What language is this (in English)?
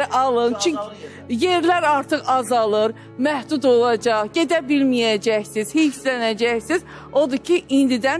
Azerbaijani